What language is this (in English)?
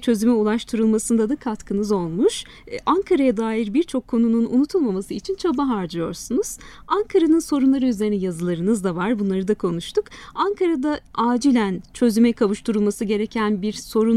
Turkish